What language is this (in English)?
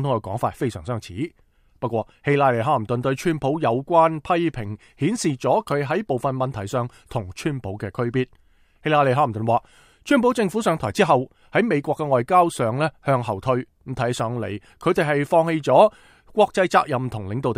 Cantonese